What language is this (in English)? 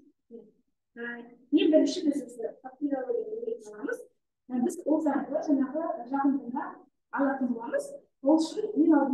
Kazakh